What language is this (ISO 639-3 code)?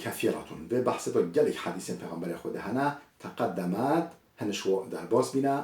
kur